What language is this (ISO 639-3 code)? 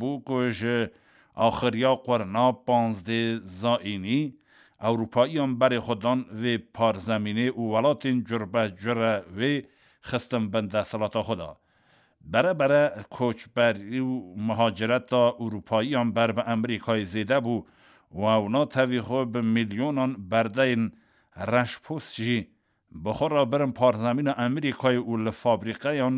kur